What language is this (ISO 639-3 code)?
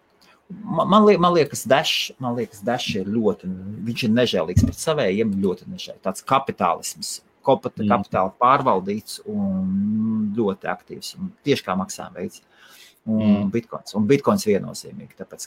lav